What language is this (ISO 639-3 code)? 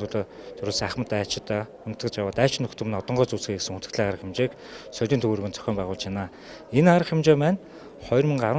mon